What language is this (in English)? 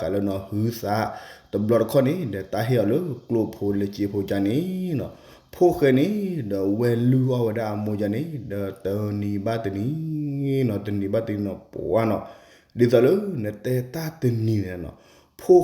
S'gaw Karen